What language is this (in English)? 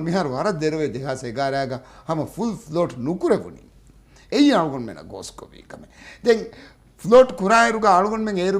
Divehi